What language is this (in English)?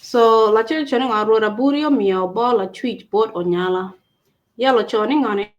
Acoli